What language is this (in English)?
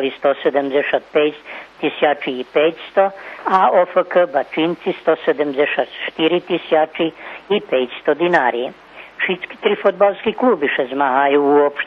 Rusyn